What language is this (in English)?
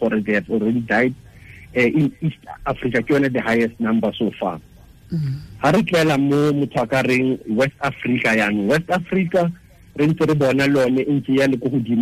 Tswana